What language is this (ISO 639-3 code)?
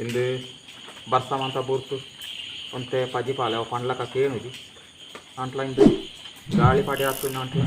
tcy